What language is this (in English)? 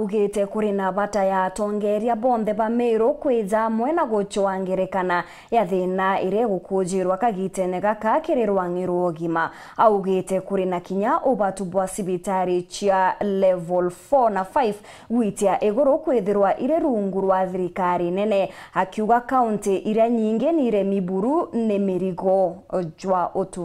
Meru